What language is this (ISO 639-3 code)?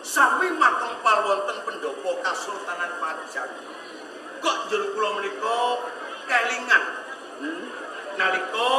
jav